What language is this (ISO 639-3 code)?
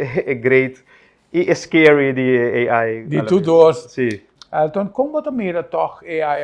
pap